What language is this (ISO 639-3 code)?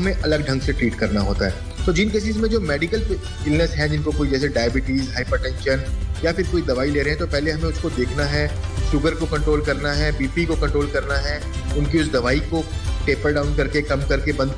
hin